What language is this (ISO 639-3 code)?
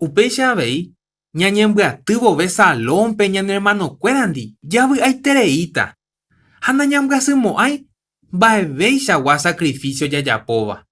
grn